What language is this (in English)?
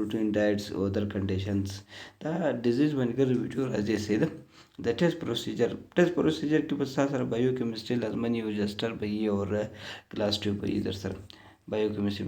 Pashto